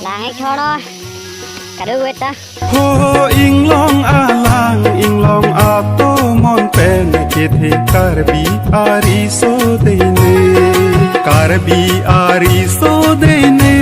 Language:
Karbi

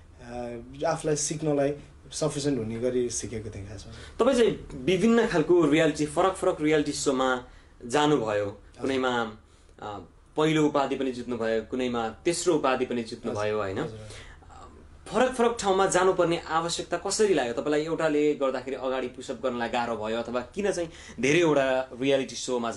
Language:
Nepali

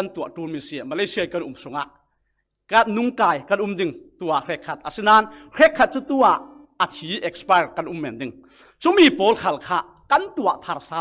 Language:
Falam Chin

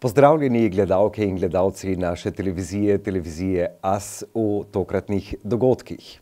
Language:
Slovenian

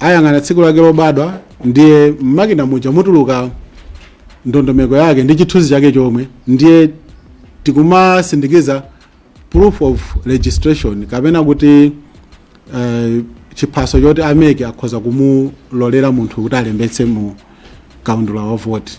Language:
Nyanja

